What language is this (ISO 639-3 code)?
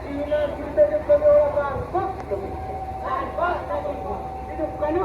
sat